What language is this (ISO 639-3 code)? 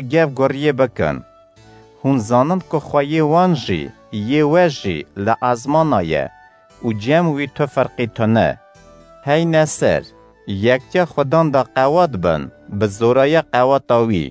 kur